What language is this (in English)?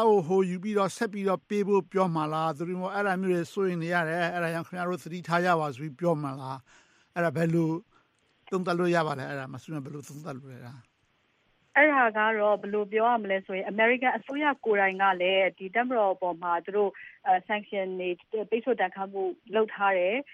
Burmese